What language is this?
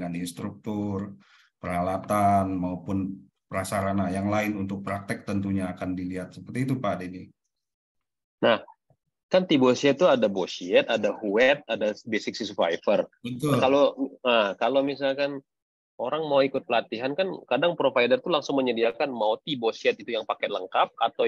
Indonesian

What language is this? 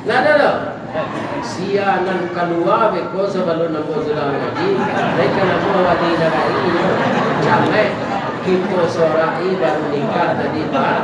Minangkabau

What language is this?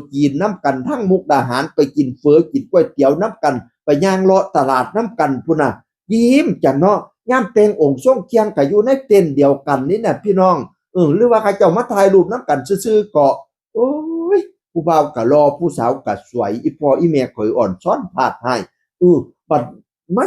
Northeastern Thai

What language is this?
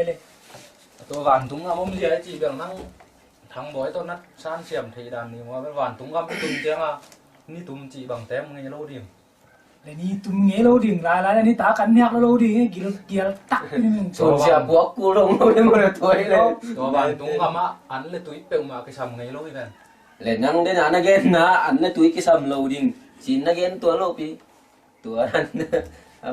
Tedim Chin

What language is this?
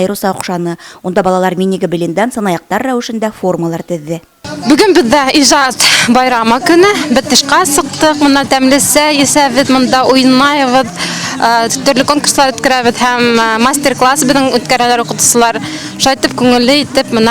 Bashkir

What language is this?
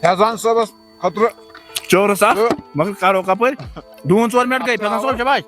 Kashmiri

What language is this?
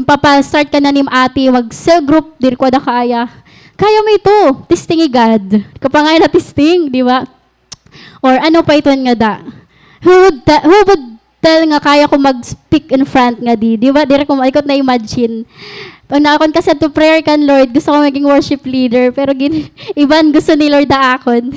Waray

